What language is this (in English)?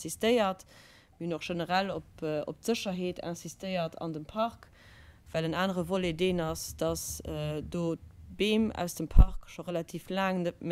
Luxembourgish